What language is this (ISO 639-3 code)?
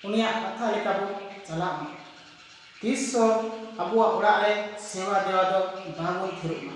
sat